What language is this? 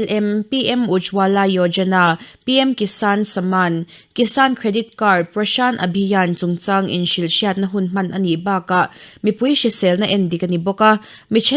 Mizo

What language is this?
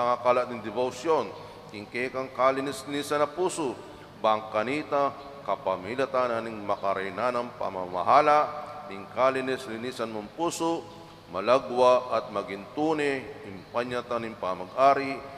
Pampanga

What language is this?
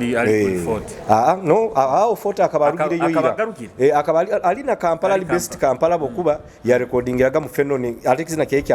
Nyoro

